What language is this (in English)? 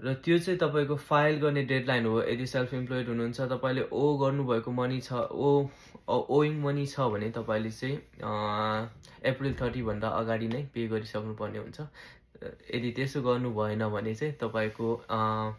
Nepali